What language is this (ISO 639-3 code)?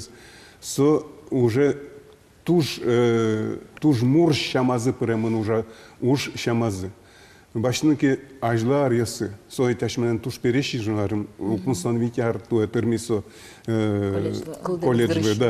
udm